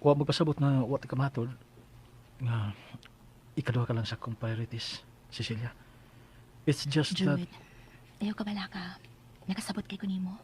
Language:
Cebuano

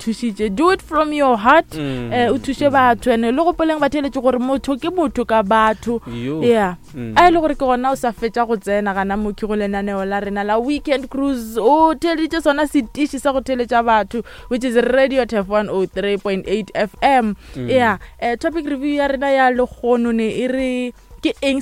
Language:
Northern Sotho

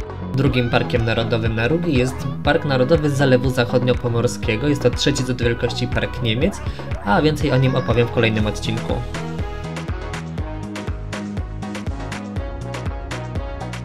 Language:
Polish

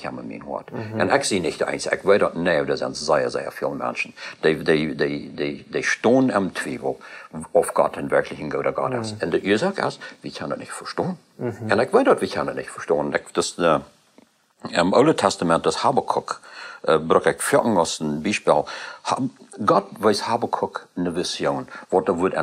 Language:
Plautdietsch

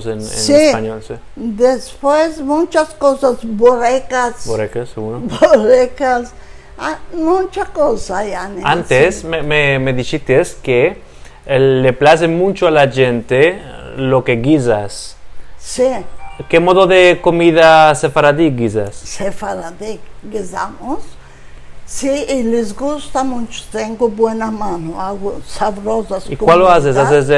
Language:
Ladino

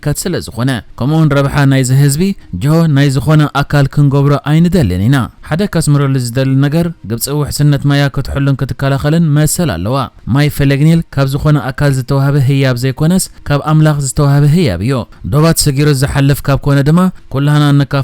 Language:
Tigrinya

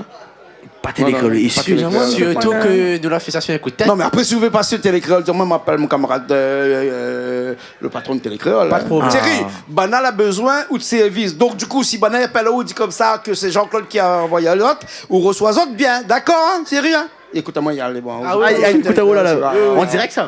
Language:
Réunion Creole French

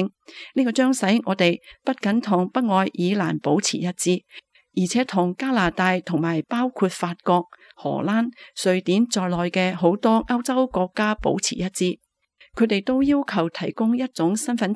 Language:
Cantonese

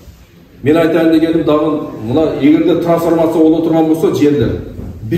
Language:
Kyrgyz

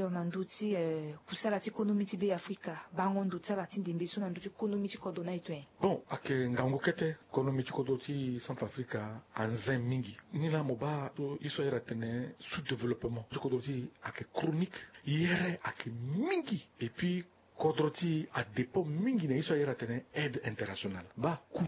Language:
Sango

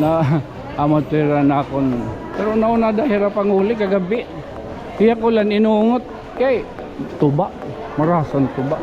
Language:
Waray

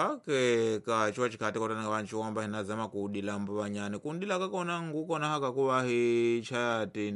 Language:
Tsonga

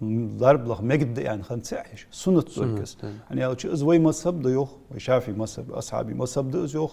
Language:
Ingush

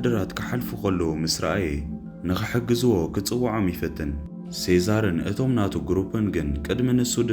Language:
Tigrinya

